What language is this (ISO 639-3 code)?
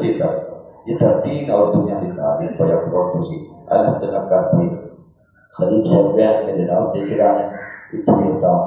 skr